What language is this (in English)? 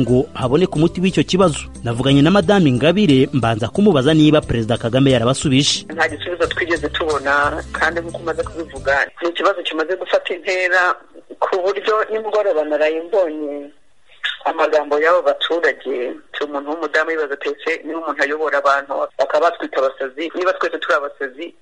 Kinyarwanda